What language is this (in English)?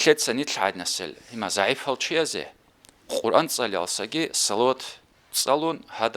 Avaric